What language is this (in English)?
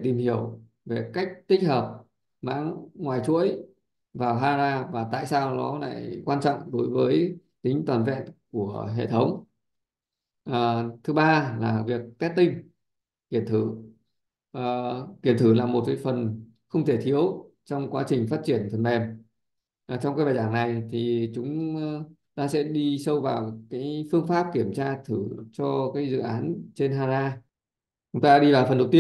Vietnamese